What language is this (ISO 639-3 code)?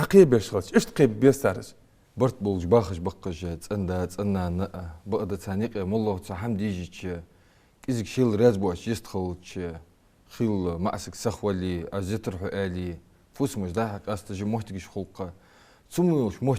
inh